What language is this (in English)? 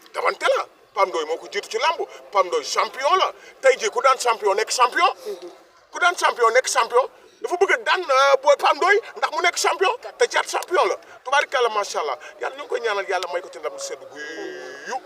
Wolof